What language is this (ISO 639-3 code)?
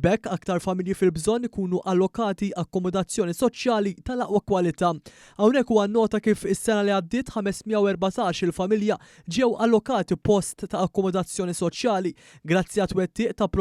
mlt